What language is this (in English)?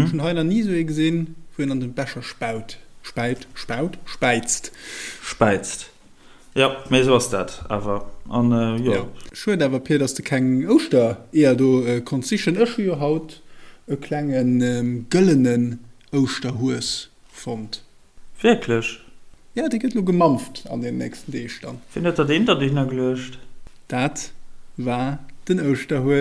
Luxembourgish